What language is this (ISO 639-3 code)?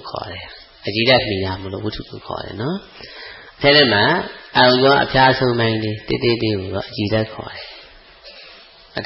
mya